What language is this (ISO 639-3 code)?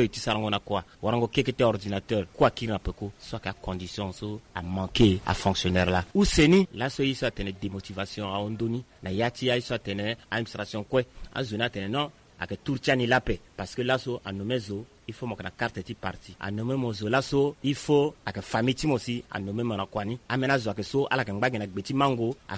sag